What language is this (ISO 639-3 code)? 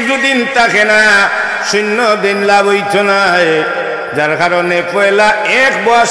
syl